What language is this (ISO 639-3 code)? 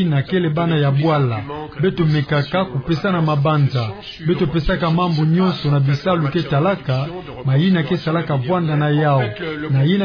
ktu